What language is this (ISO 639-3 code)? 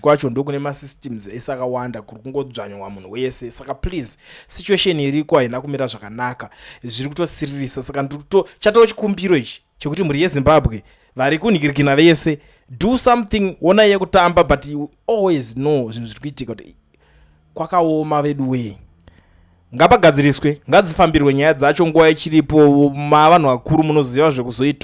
sna